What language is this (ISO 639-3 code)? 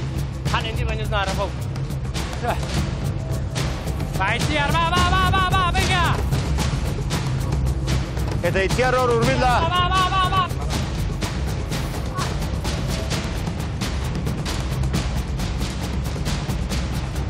eus